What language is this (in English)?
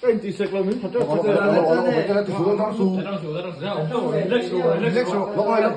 Mizo